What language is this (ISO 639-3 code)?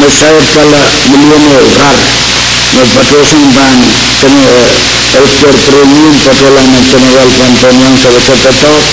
pon